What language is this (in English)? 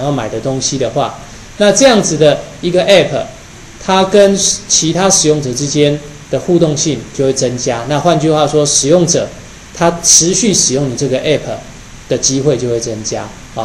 Chinese